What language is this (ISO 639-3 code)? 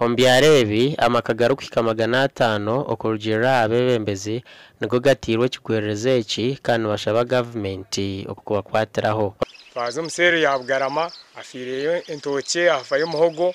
nyn